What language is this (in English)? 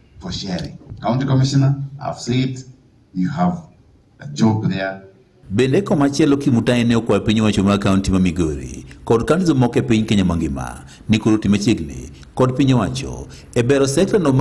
Luo (Kenya and Tanzania)